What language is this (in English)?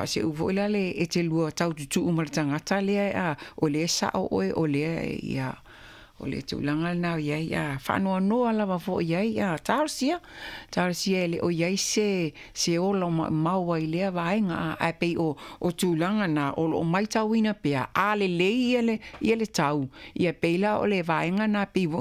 Samoan